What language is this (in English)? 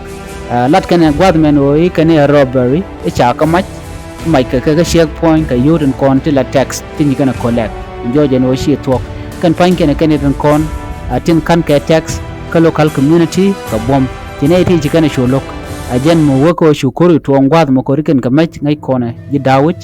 Nuer